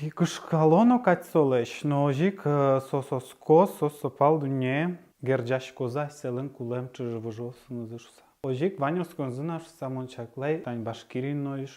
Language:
Udmurt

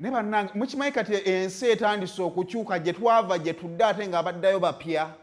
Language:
Ganda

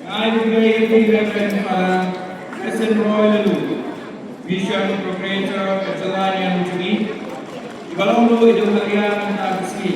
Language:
Khasi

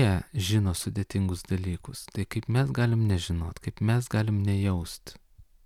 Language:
Lithuanian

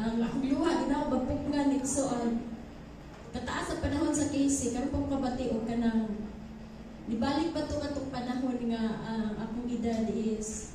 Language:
Cebuano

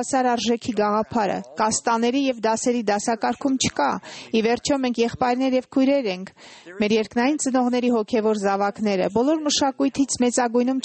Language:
Armenian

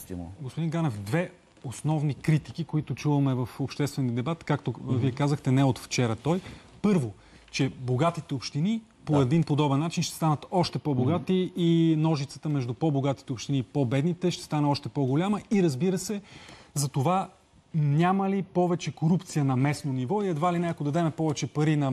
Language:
Bulgarian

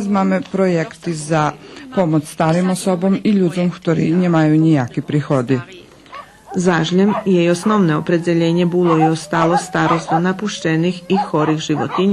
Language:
Rusyn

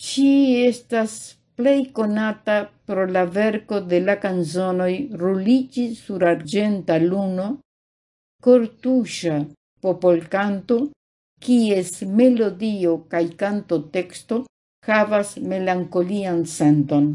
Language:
Esperanto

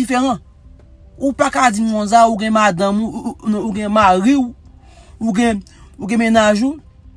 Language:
Haitian Creole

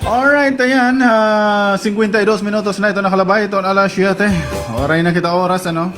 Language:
Waray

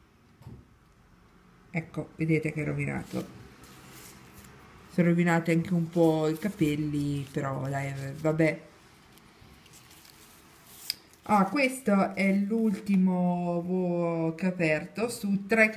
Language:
Italian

